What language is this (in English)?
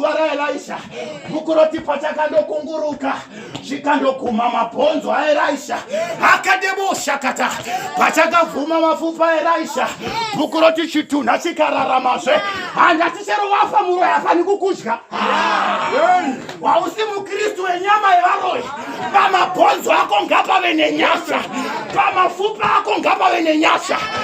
Shona